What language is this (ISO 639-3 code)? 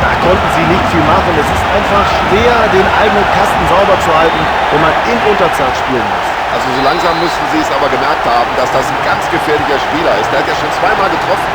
bar